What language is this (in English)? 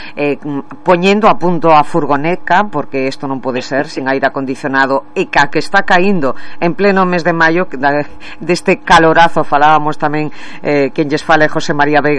Galician